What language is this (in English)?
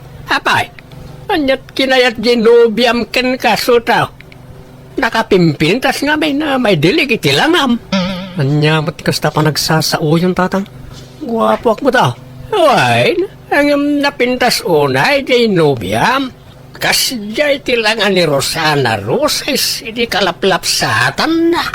Iloko